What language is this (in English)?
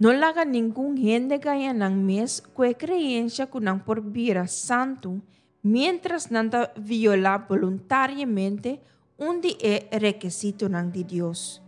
Papiamento